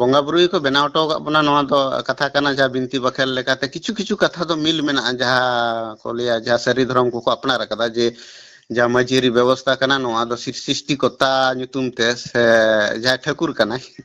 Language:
Santali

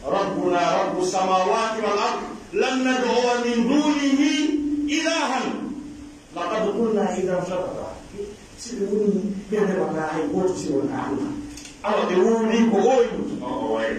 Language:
Pular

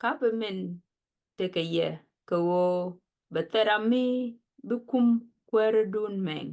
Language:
Nuer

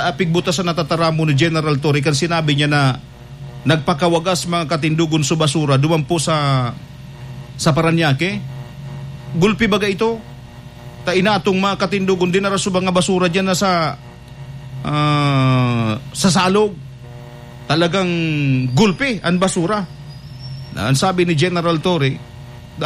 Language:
Bikol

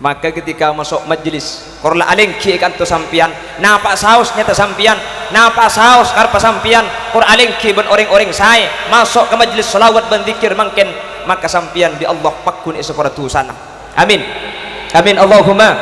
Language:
Madurese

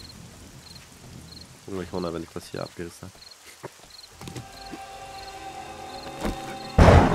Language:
German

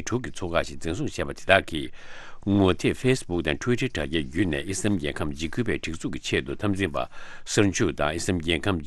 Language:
Tibetan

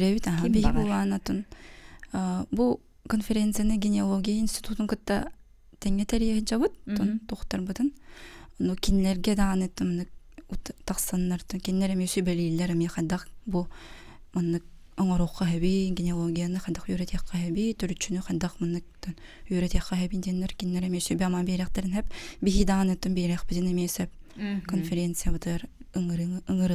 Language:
Yakut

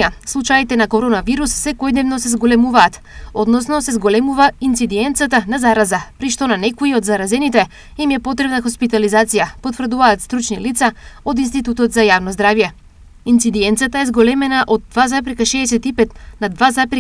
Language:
Macedonian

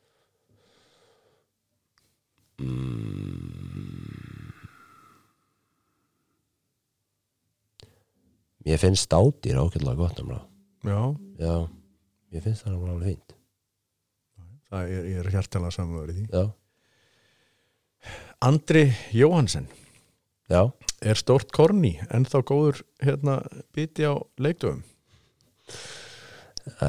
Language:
Icelandic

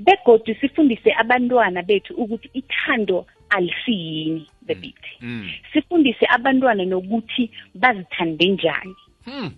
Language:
South Ndebele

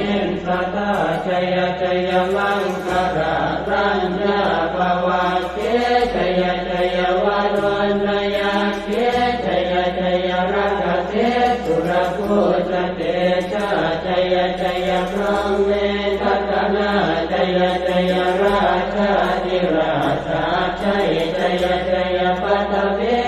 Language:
Pali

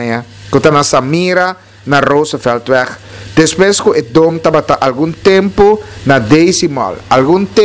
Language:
Papiamento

